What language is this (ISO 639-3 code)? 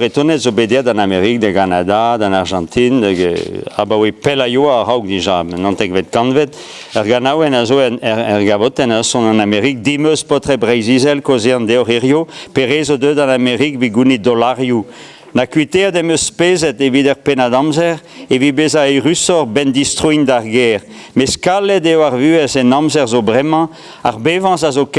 bre